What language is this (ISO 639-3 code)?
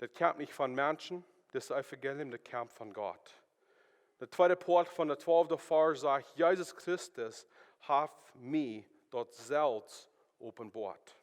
pdt